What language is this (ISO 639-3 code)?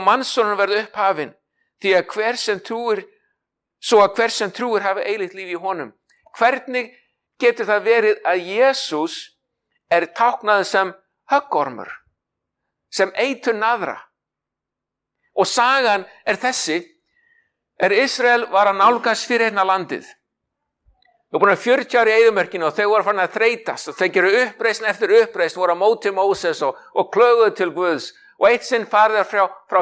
isl